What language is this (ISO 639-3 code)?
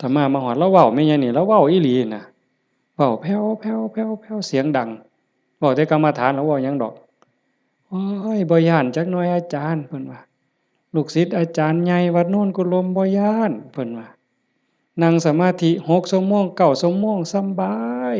lao